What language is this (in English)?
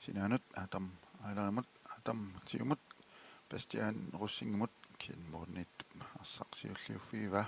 Kalaallisut